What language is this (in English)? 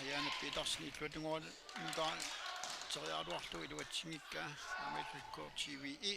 Kalaallisut